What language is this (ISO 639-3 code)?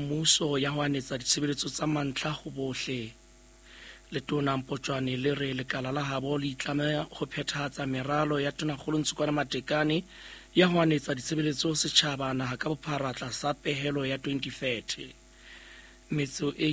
sot